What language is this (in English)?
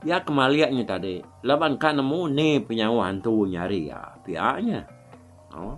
Iban